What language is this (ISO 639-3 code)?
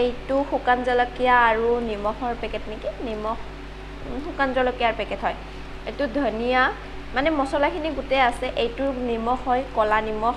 asm